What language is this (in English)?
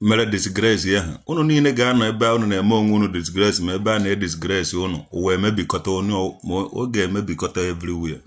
Igbo